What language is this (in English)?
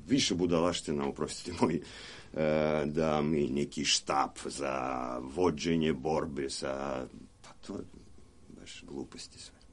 Serbian